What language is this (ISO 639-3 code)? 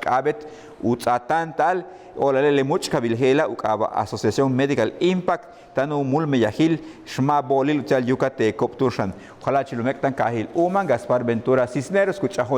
yua